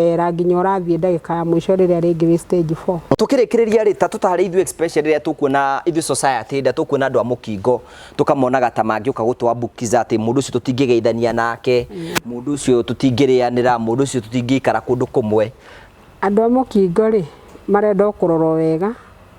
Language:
Kikuyu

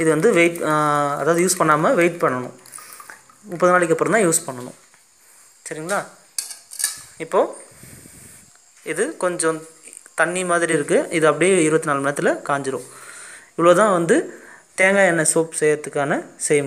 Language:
Tamil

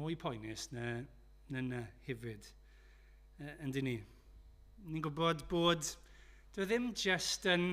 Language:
Welsh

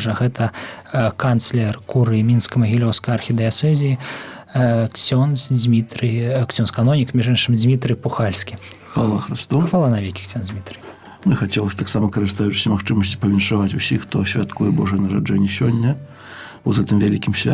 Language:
Belarusian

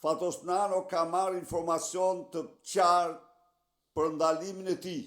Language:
Albanian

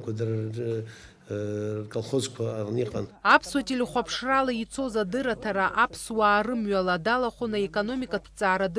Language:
Abkhazian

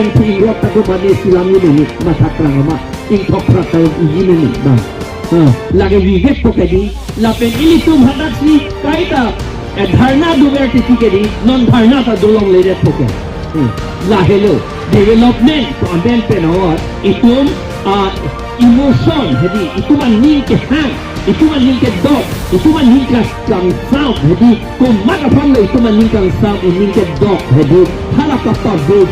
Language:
Karbi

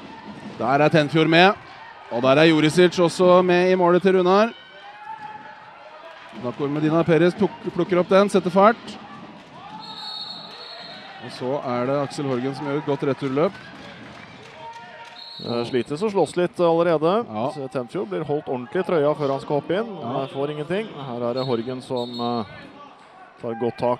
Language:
Norwegian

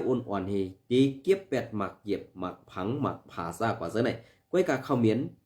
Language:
Shan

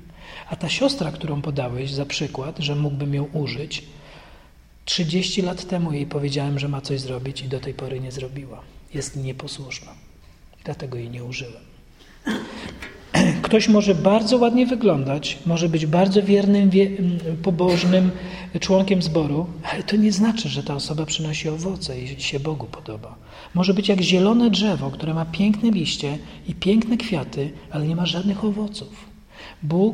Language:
Polish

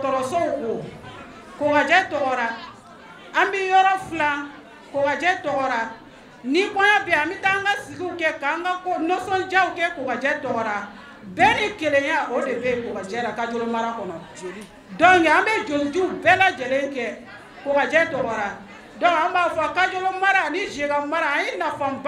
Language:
Bambara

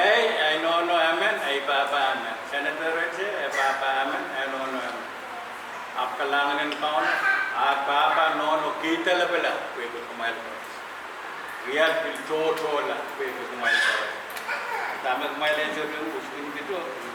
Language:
Pohnpeian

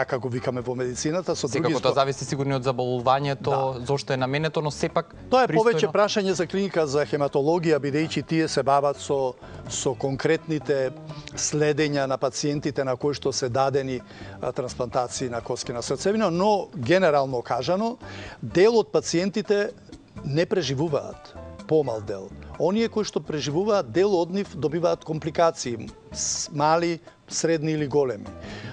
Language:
Macedonian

